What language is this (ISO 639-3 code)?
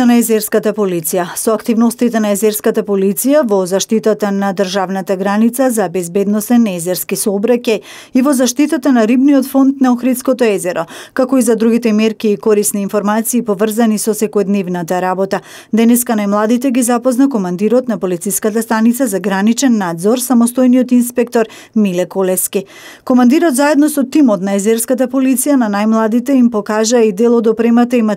mkd